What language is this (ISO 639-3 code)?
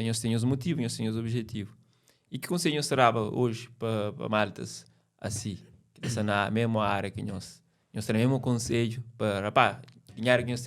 kea